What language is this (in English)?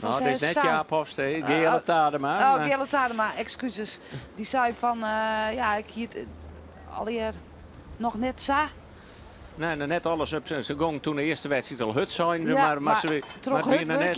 Western Frisian